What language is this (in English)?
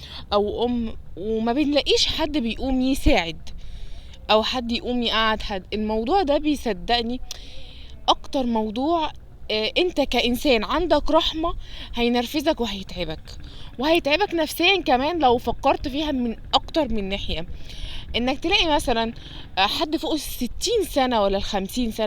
Egyptian Arabic